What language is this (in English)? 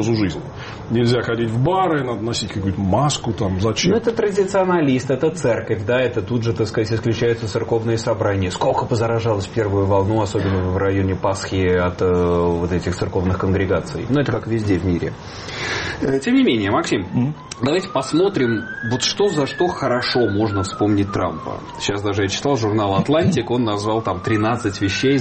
Russian